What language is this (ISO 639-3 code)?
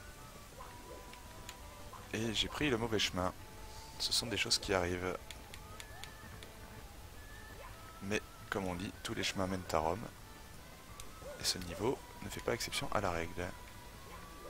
fra